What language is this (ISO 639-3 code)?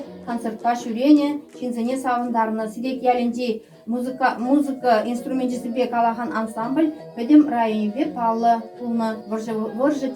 chv